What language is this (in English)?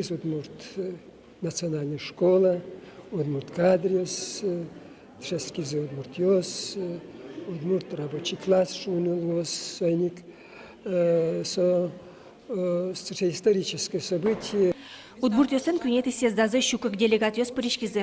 Udmurt